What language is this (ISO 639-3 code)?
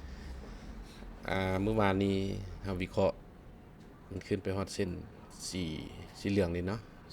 lao